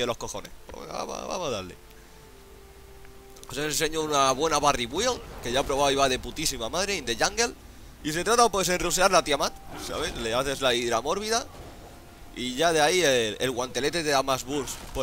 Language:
Spanish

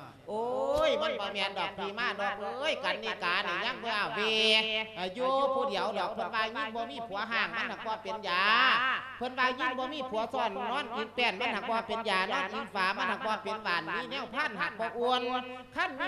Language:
Lao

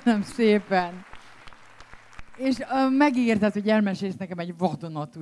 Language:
Hungarian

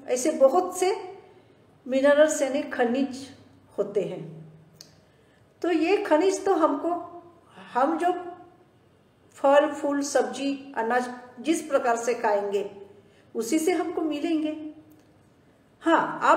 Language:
Hindi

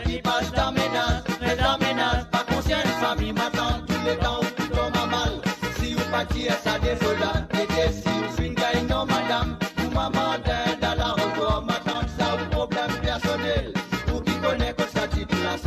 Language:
Morisyen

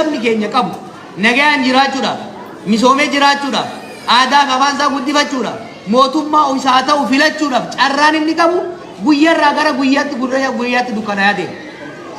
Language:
Oromo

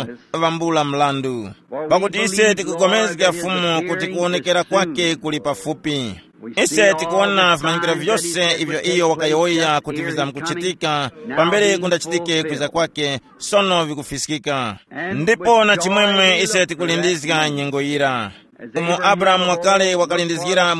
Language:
Tumbuka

